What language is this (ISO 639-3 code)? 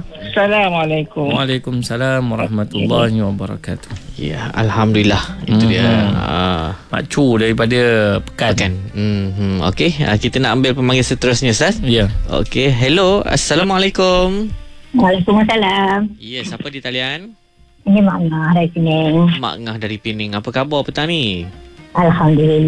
msa